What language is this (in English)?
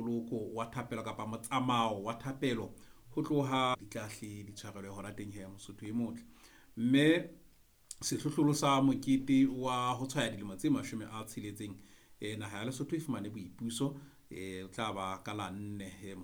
Southern Sotho